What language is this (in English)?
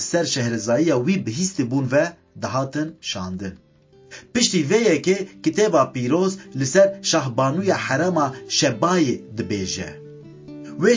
Kurdish